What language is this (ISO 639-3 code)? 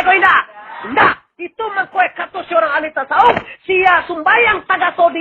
min